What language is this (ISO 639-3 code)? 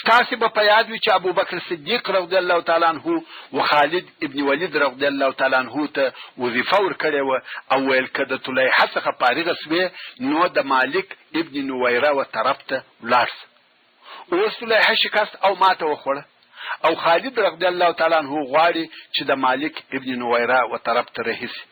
pus